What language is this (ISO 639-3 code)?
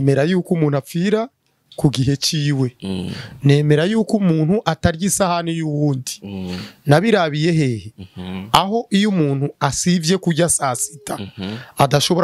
run